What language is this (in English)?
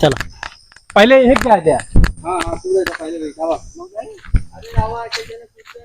Awadhi